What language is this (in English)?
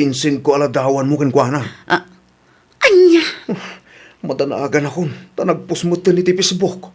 Iloko